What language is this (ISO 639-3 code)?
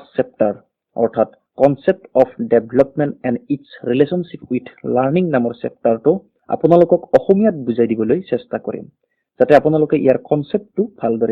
asm